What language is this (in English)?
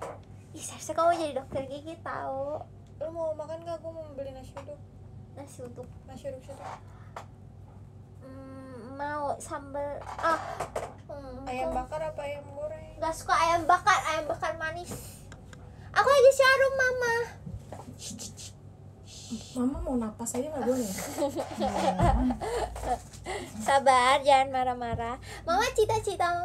Indonesian